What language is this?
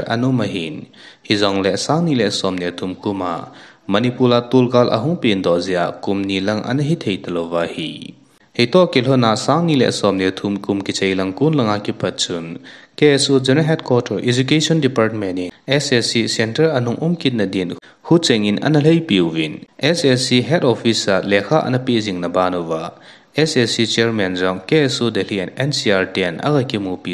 Thado Chin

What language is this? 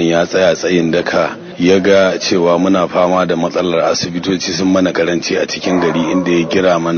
Hausa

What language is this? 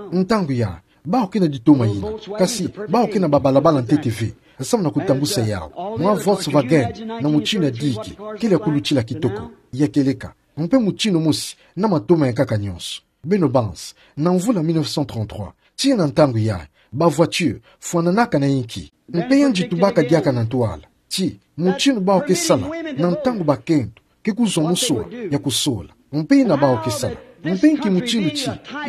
Kituba (Democratic Republic of Congo)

